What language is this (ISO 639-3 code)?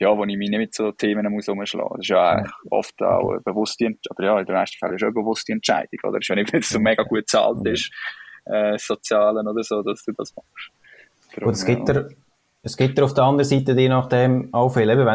gsw